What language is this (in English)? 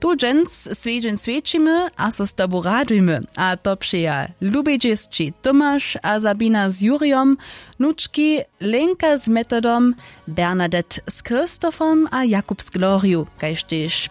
Upper Sorbian